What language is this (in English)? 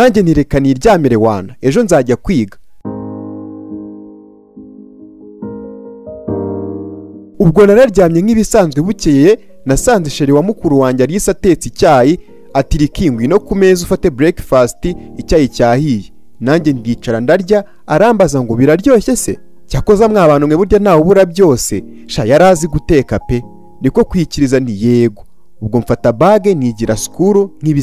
Kinyarwanda